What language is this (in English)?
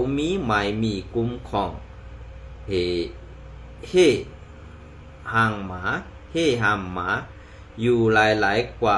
Shan